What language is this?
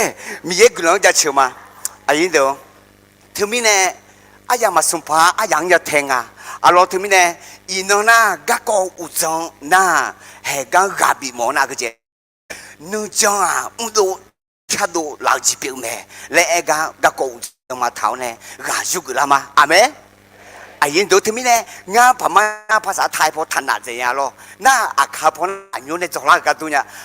Akha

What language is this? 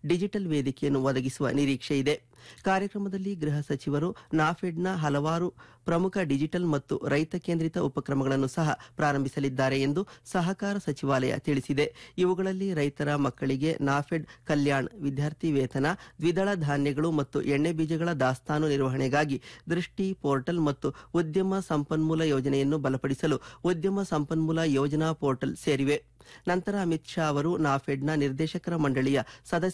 Kannada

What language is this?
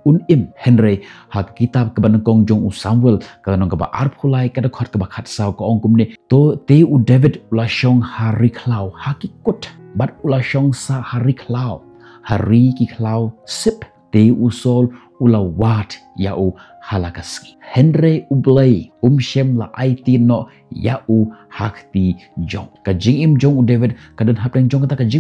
Khasi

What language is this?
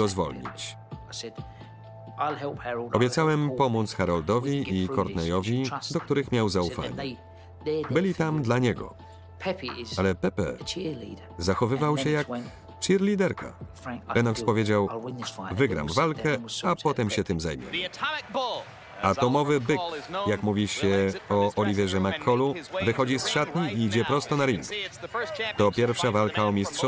Polish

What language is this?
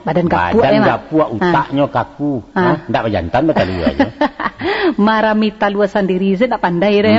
Minangkabau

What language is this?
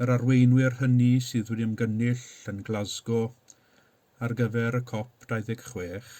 Welsh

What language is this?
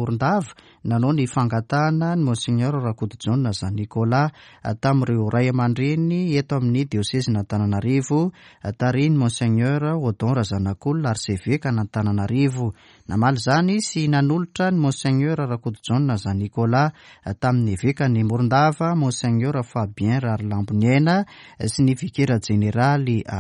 Malagasy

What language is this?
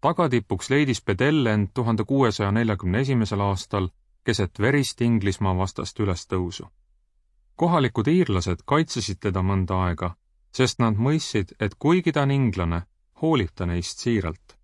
Estonian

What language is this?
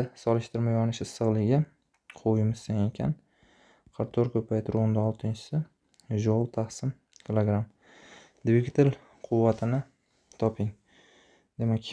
Uzbek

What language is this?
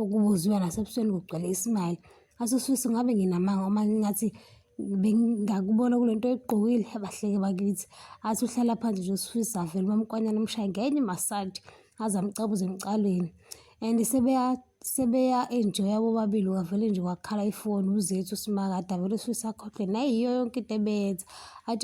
Zulu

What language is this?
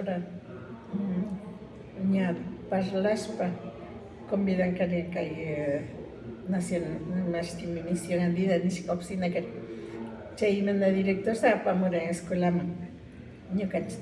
Imbabura Highland Quichua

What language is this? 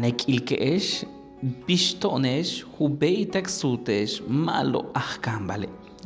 Yucateco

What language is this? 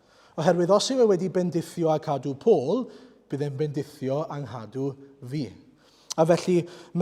Welsh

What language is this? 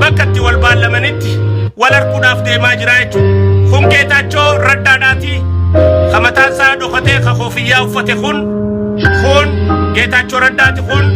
Oromo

